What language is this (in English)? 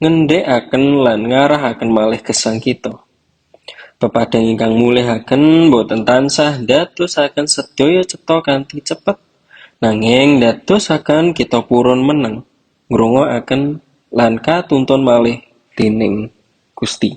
Javanese